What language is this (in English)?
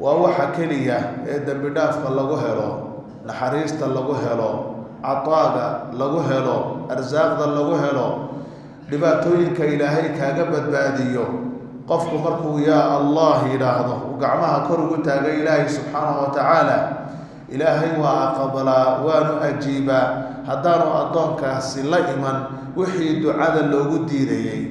Somali